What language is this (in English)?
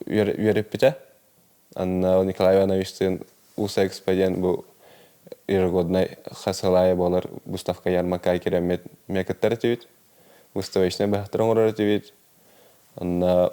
Yakut